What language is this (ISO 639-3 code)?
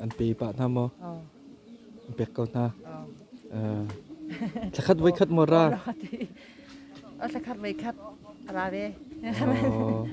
cnh